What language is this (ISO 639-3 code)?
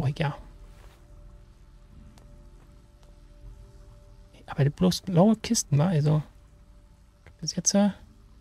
deu